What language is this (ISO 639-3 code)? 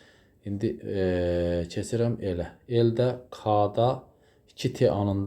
aze